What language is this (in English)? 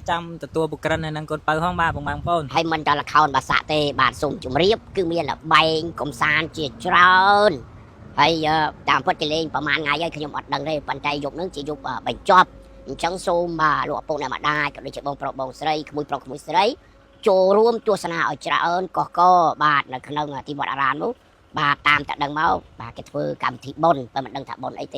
Khmer